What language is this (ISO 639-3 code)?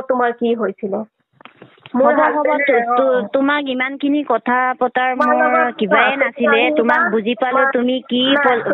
asm